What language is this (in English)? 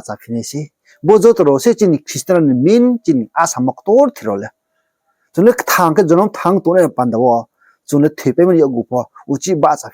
Riang (India)